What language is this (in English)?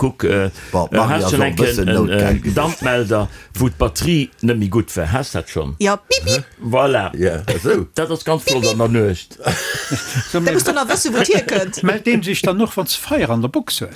Luxembourgish